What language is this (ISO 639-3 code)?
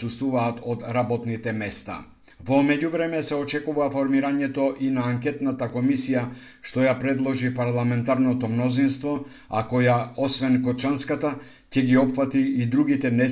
mkd